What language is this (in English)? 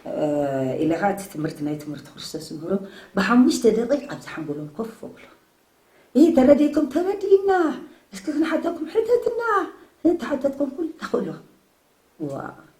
Tigrinya